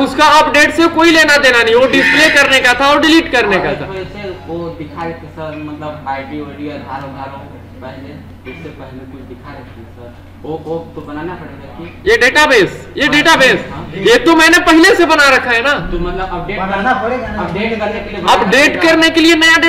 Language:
Hindi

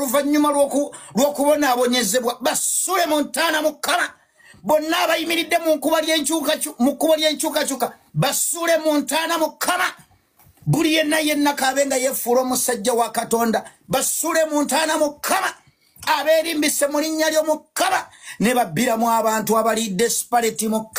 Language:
Ganda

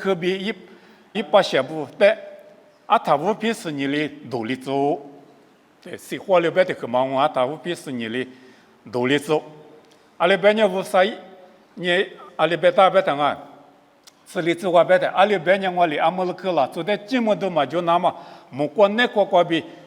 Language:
Lisu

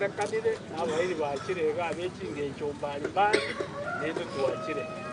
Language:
Gusii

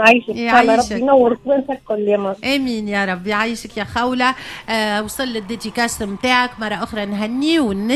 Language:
Tunisian Arabic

